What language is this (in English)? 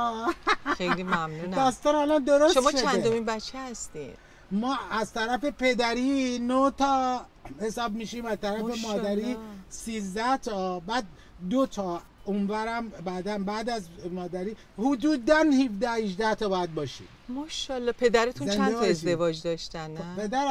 Persian